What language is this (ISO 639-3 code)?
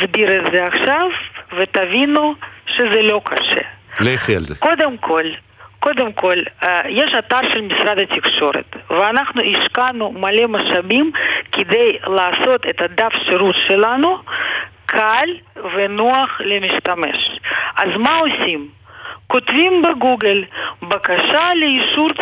heb